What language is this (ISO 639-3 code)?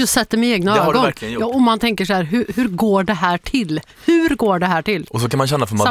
swe